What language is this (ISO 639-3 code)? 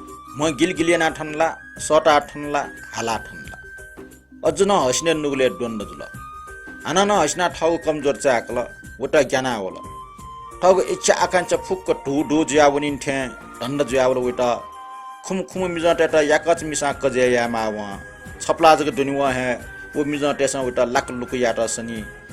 new